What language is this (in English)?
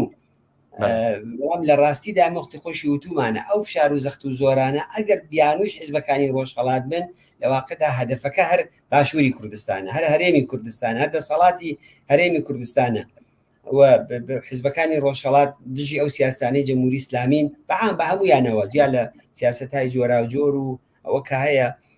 Central Kurdish